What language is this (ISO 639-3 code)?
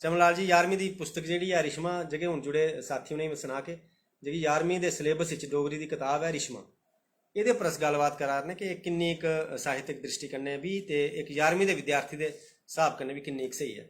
doi